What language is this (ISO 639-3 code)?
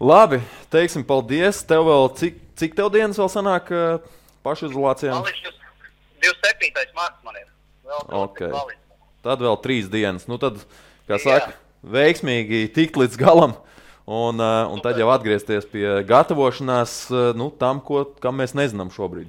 lav